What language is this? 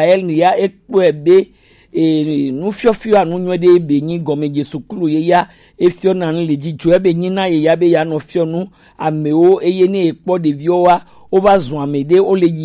Gen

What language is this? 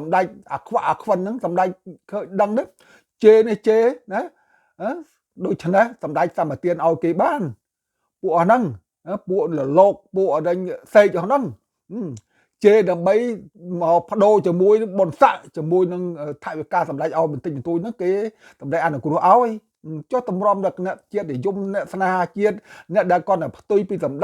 Khmer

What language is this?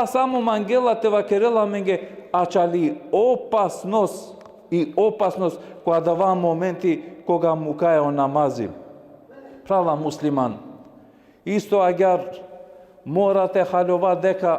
Balkan Romani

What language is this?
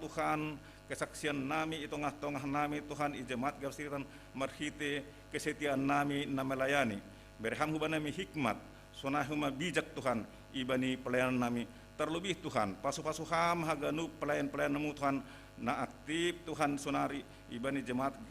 Batak Simalungun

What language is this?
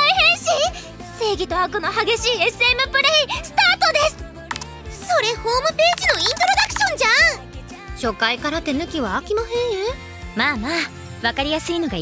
Japanese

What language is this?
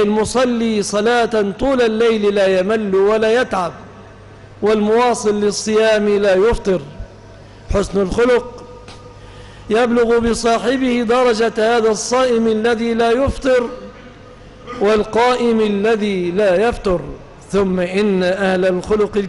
Arabic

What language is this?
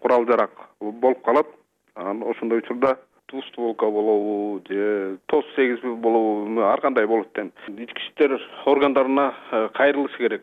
Kyrgyz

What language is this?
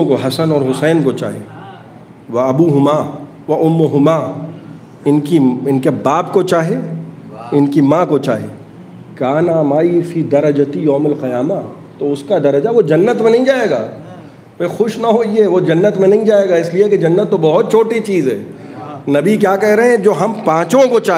Urdu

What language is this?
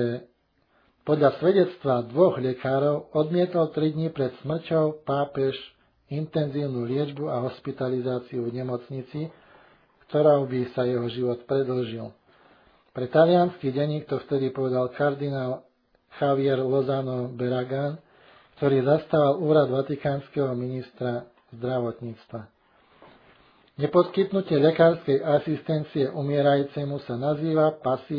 Slovak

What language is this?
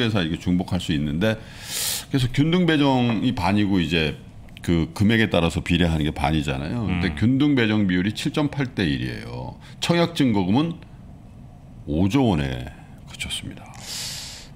Korean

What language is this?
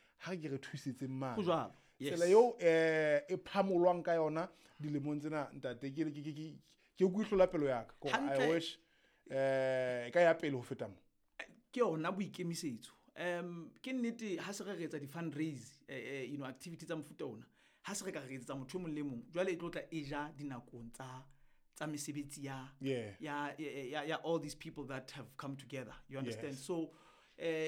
Southern Sotho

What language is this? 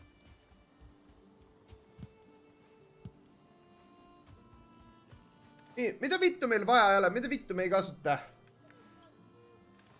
Estonian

